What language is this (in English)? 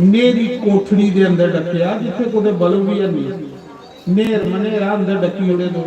Dogri